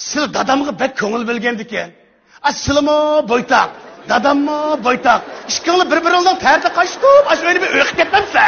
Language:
Uyghur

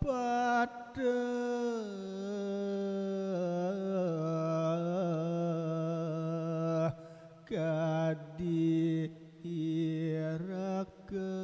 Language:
Balinese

